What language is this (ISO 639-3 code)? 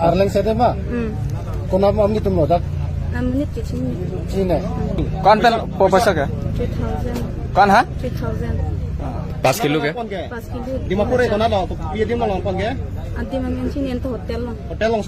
mjw